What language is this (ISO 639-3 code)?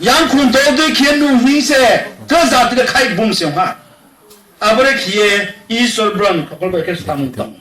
ria